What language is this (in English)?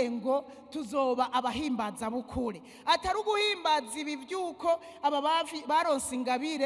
Rundi